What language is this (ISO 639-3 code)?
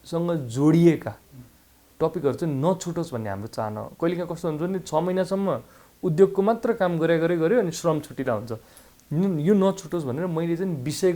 nep